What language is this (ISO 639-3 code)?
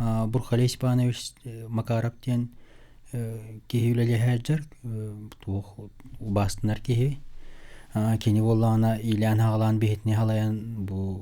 sah